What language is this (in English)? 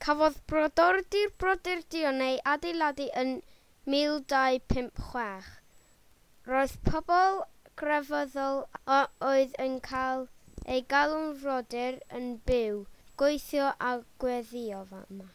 Welsh